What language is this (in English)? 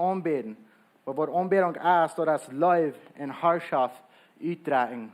Plautdietsch